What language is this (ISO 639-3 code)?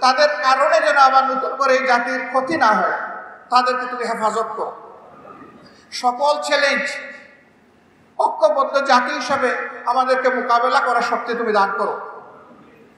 ben